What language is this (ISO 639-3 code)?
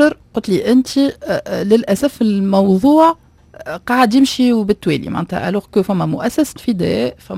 aeb